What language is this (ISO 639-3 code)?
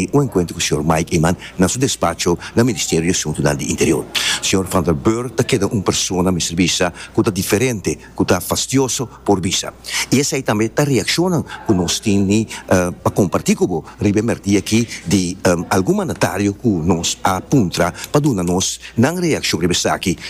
pap